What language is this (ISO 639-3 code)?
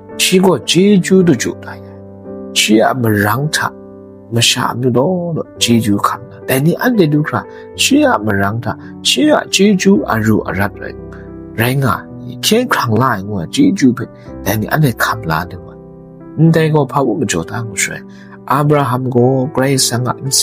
kac